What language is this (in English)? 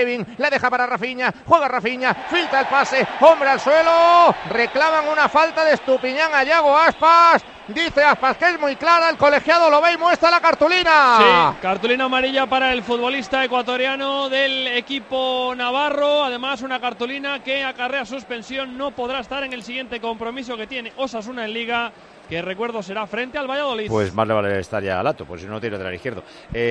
Spanish